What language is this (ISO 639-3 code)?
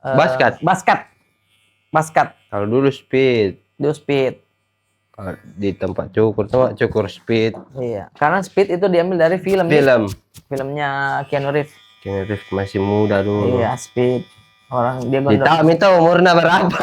mfp